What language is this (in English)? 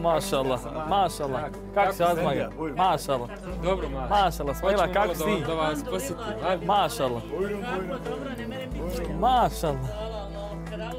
Bosnian